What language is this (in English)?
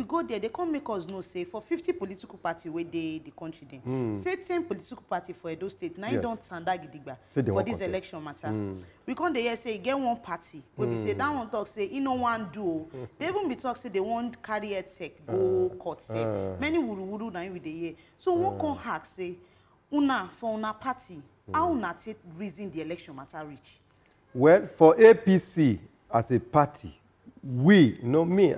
Nigerian Pidgin